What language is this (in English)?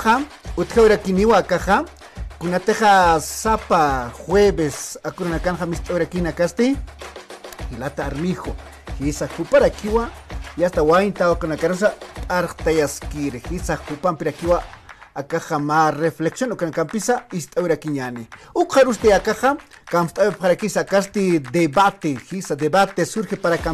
Aymara